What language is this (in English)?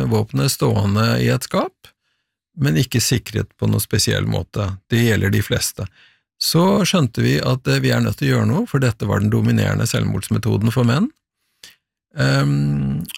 Norwegian